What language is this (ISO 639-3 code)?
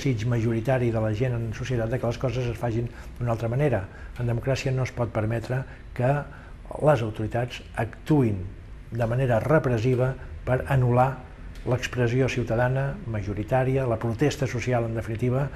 cat